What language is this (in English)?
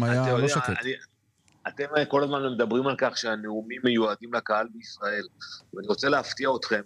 Hebrew